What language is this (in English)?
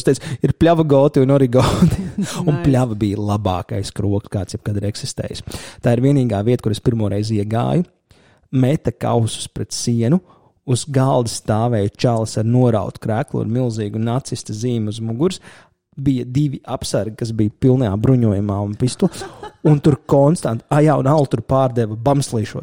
Latvian